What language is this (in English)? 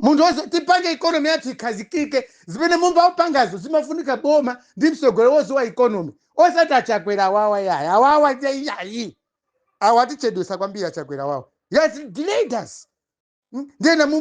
Nyanja